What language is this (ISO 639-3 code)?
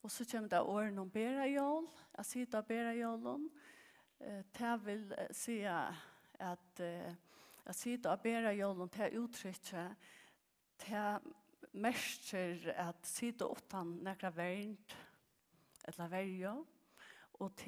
fao